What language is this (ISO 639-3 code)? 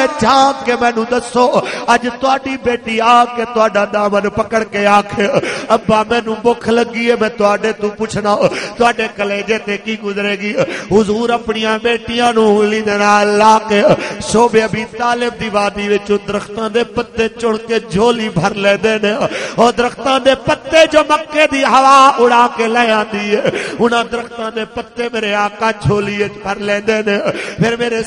lah